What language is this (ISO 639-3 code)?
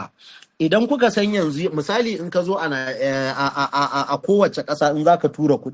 hau